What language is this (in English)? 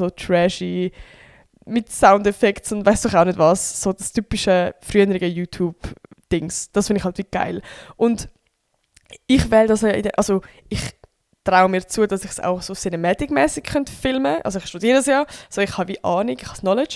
Swiss German